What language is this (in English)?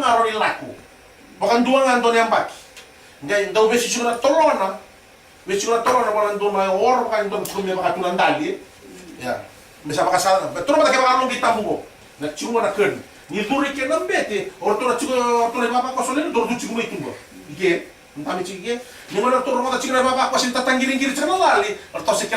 Fijian